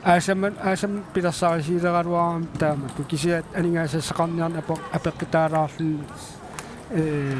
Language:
Kalaallisut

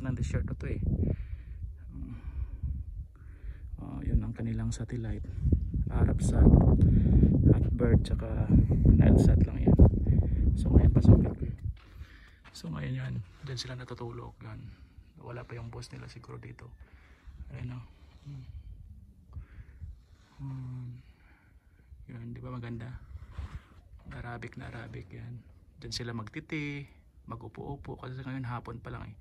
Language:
Filipino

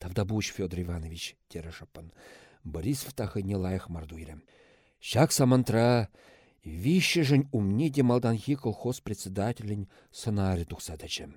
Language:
Chuvash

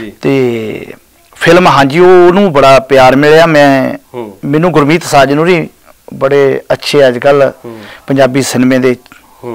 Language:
Punjabi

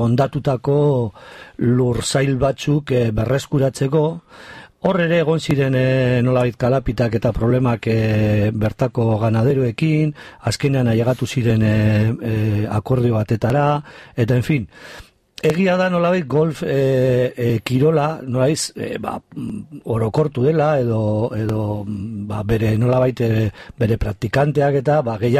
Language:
Basque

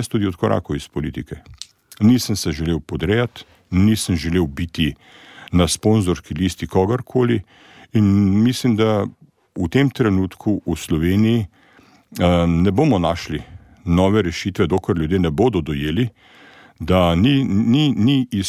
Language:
Slovenian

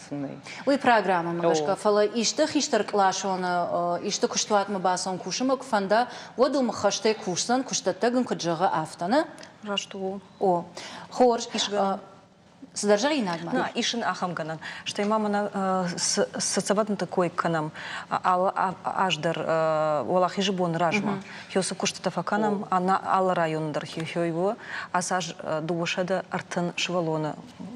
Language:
Ossetic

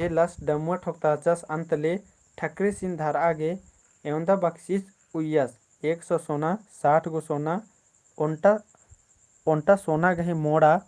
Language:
Kurukh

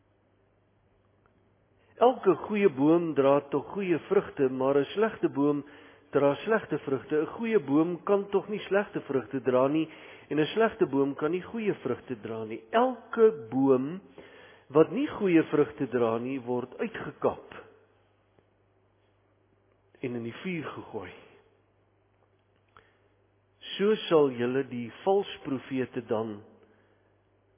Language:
Afrikaans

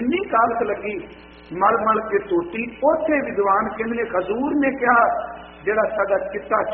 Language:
Punjabi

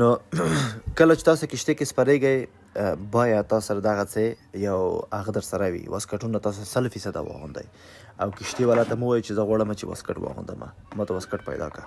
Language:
Pashto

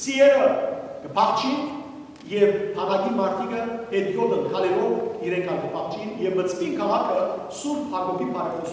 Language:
Western Armenian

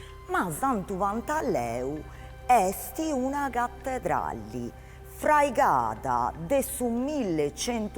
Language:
Sardinian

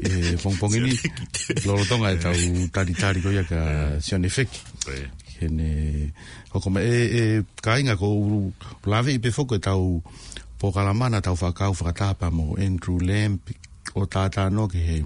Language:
Tongan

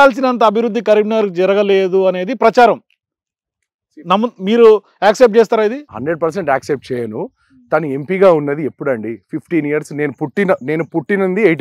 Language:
Telugu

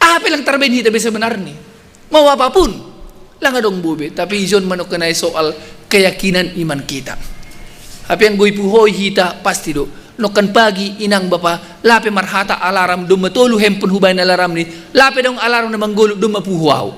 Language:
Batak Simalungun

